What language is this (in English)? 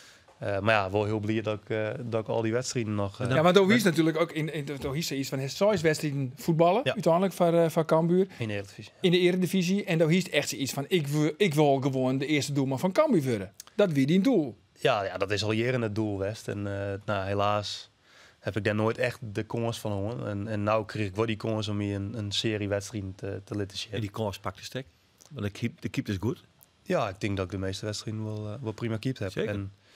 Western Frisian